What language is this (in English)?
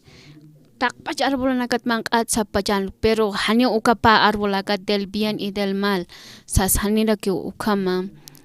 Aymara